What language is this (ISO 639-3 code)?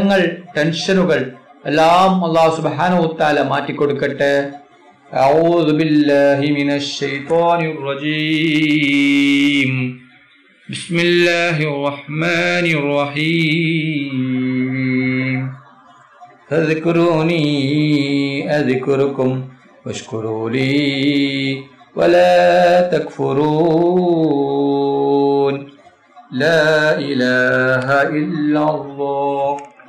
mal